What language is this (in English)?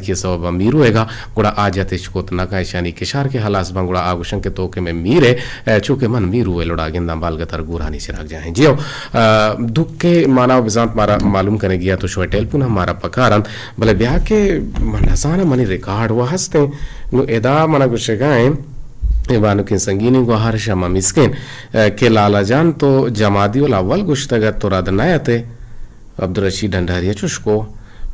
Eastern Balochi